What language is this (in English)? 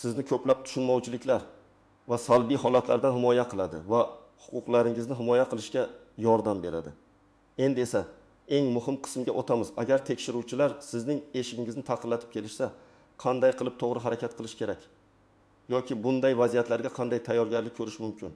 Uzbek